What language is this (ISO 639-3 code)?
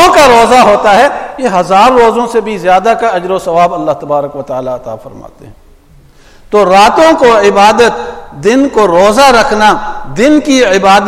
urd